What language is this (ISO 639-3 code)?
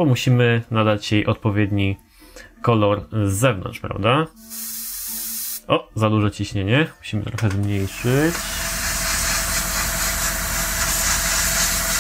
pol